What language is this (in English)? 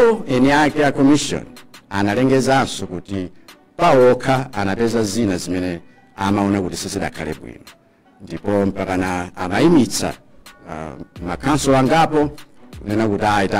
Nyanja